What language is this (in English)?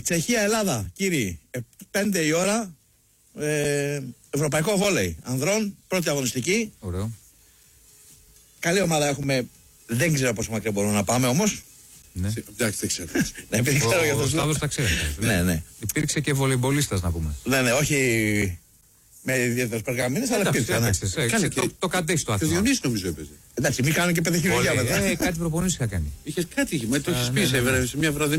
Greek